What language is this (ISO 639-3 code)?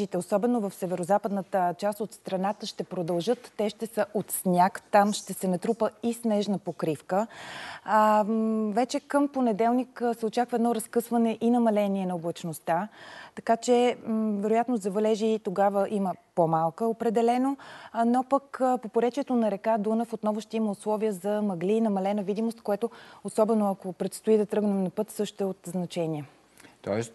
bul